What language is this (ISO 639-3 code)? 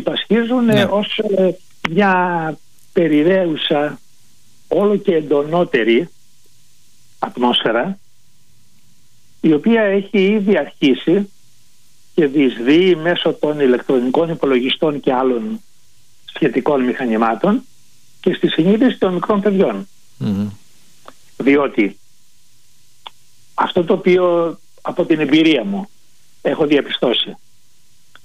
ell